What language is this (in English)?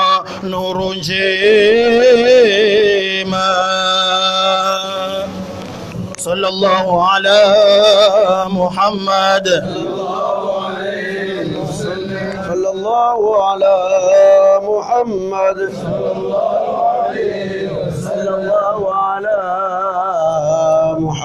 Swahili